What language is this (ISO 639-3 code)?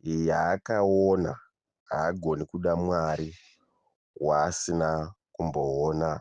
sna